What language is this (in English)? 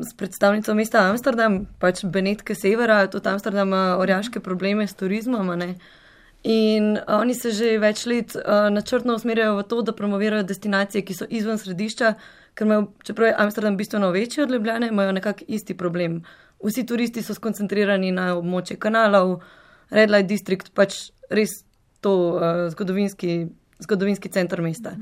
Slovenian